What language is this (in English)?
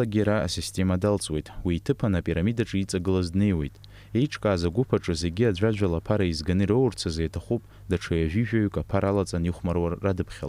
Abkhazian